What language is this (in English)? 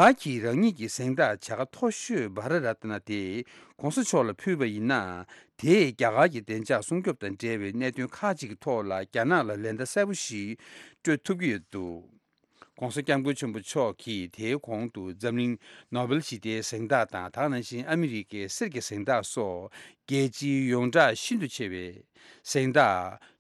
Tibetan